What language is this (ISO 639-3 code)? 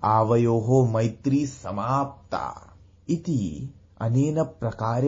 san